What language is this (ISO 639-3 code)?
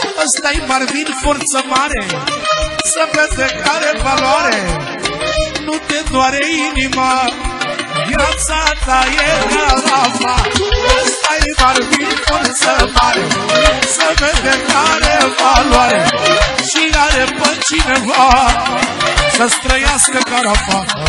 ron